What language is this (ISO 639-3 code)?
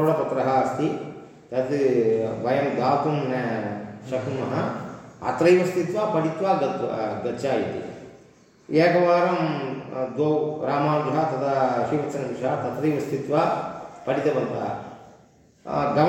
san